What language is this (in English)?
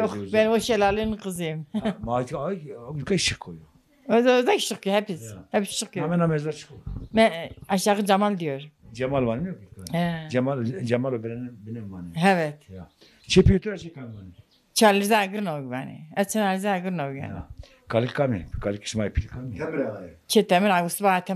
Zaza